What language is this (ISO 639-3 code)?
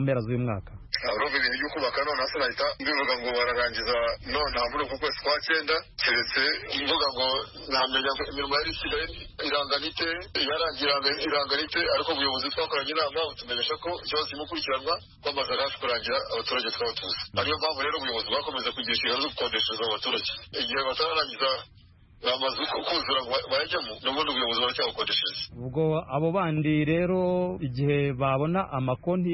kin